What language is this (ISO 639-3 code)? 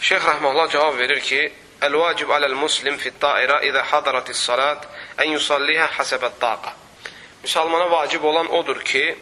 aze